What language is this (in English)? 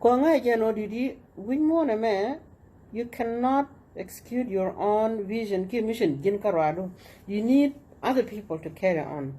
Nuer